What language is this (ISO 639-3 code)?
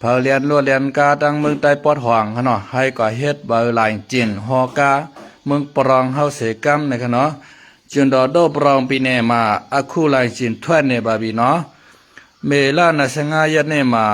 shn